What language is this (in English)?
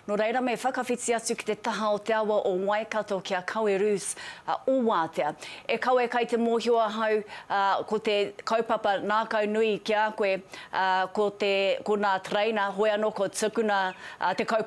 Māori